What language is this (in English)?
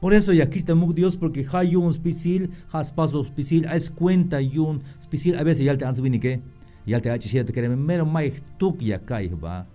Tzeltal